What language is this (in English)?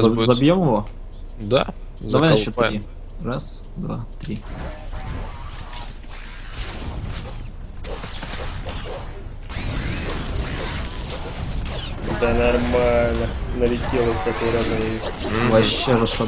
Russian